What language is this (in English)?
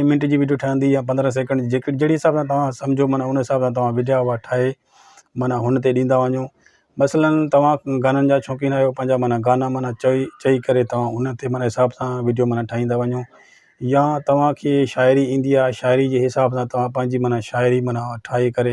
Sindhi